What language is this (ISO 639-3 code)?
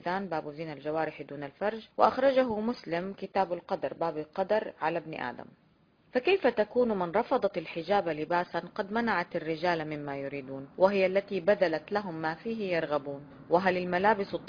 ara